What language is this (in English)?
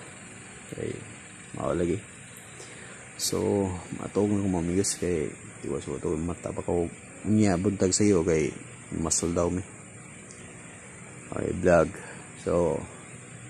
Cebuano